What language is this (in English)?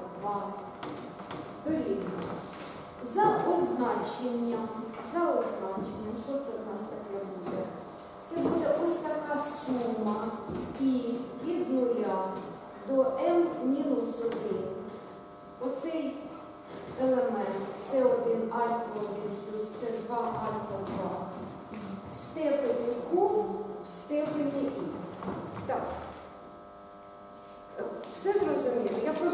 Ukrainian